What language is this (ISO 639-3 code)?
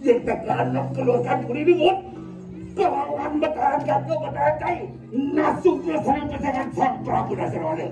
ban